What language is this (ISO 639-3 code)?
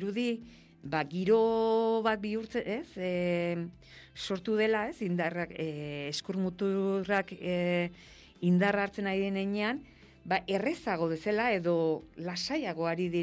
eus